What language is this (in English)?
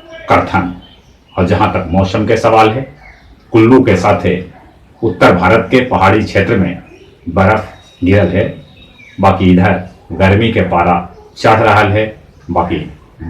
Magahi